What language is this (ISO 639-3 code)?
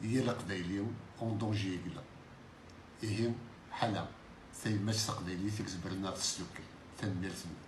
kab